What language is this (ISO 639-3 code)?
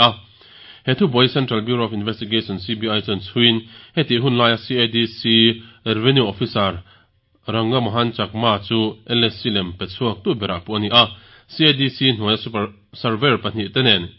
lus